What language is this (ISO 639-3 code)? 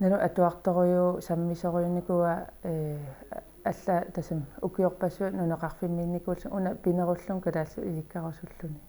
kal